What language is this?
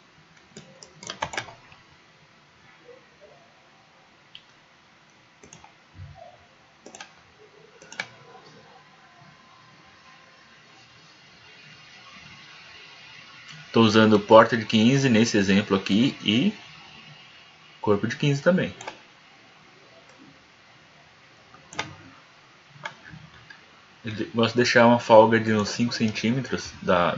Portuguese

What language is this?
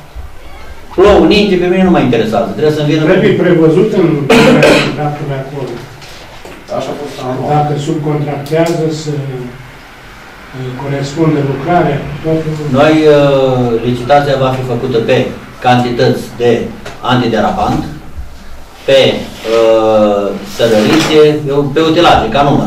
Romanian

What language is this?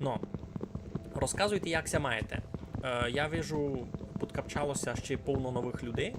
Rusyn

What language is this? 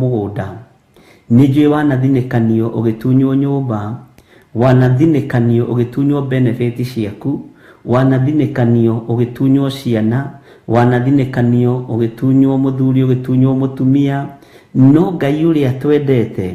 Kikuyu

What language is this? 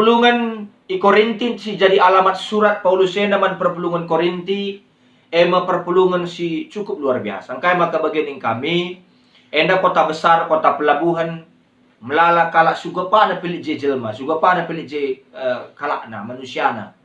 Batak Karo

